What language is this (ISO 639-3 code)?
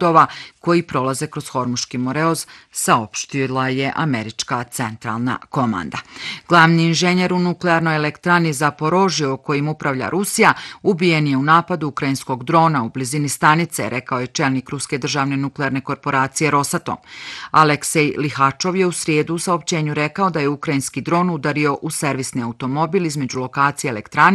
bos